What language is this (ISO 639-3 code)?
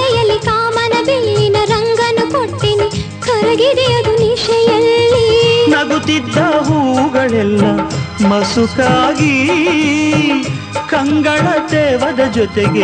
kan